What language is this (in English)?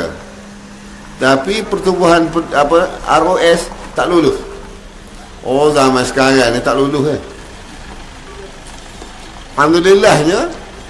Malay